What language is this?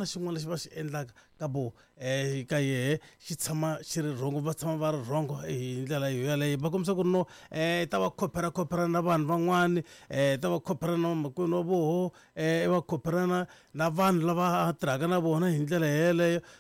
Tsonga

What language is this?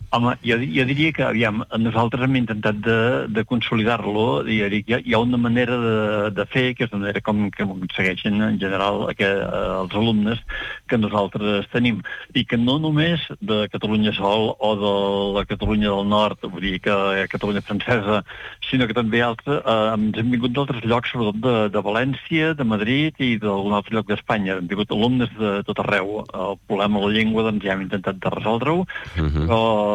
Catalan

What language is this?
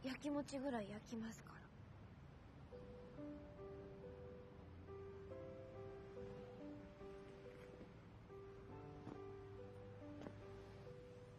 Japanese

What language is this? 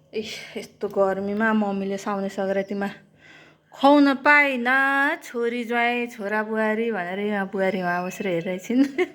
Nepali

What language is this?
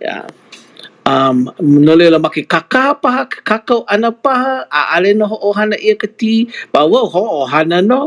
Hawaiian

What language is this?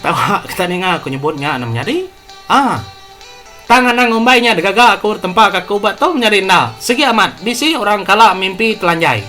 Iban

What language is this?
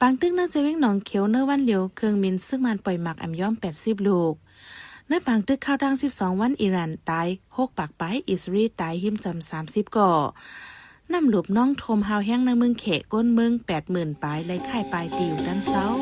Shan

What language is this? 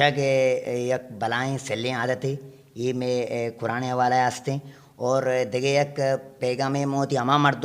Eastern Balochi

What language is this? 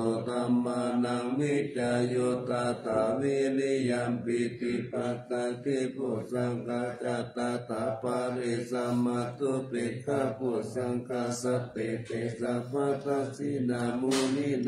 Pali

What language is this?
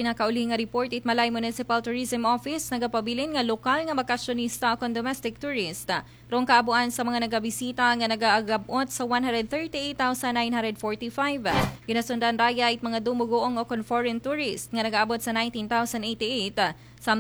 Aklanon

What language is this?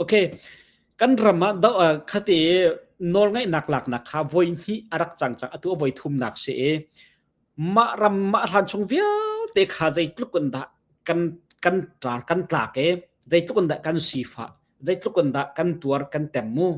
Hakha Chin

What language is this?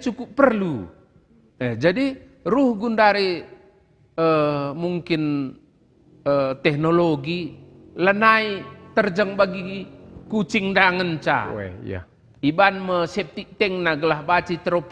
Batak Karo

